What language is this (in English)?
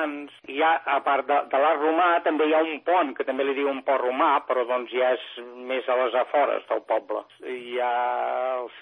Catalan